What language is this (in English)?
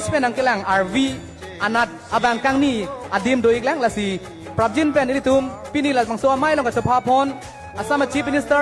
Karbi